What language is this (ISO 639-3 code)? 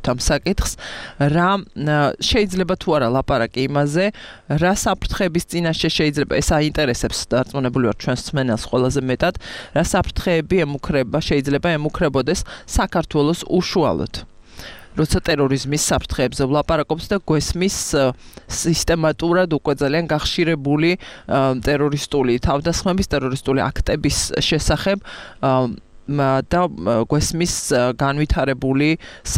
kat